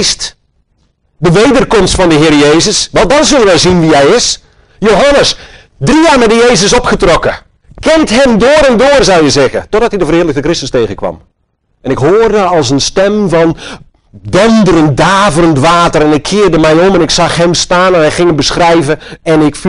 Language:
Dutch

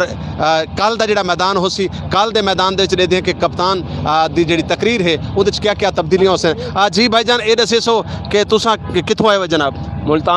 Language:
Saraiki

